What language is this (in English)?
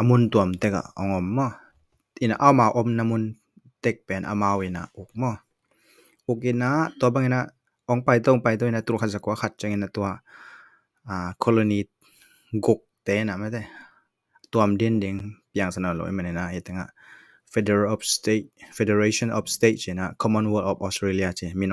Tedim Chin